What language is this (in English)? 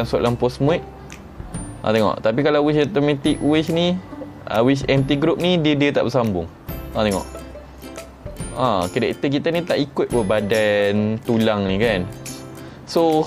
Malay